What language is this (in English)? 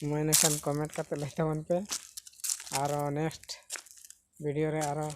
Santali